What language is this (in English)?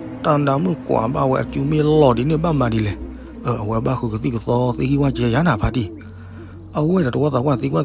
S'gaw Karen